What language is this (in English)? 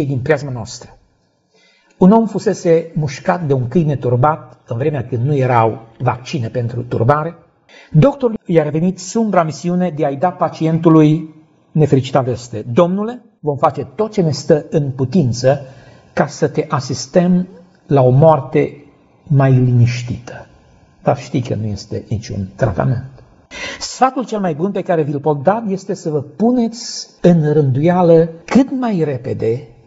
Romanian